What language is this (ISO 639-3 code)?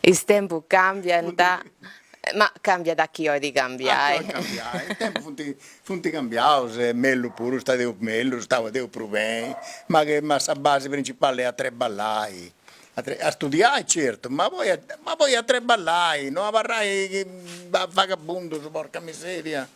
srd